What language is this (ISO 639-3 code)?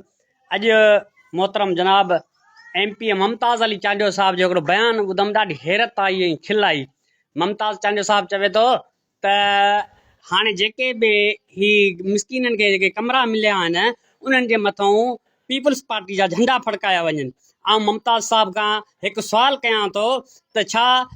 snd